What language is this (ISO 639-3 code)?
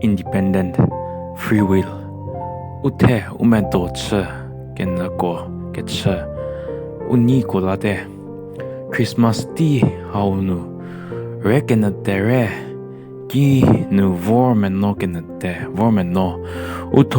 njm